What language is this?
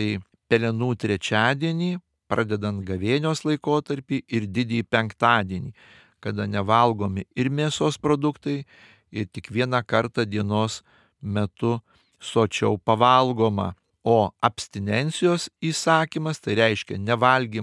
Lithuanian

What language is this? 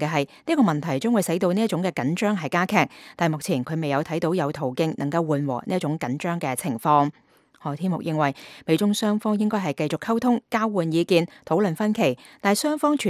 Cantonese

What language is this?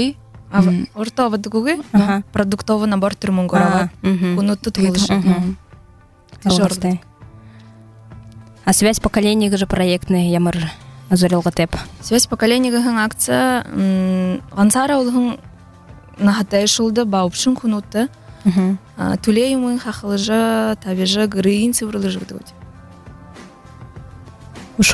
Buriat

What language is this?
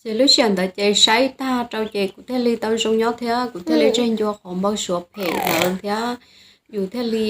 Hmong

